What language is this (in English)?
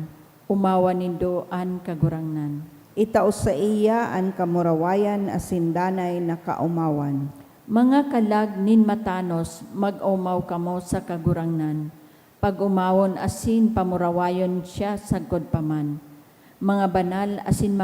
Bikol